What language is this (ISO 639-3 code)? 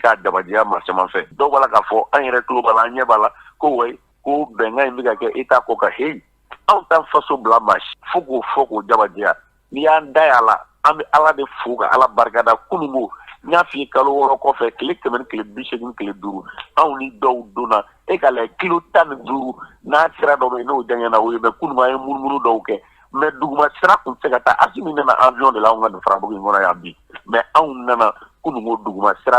bam